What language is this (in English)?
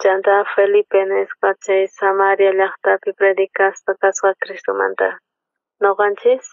South Bolivian Quechua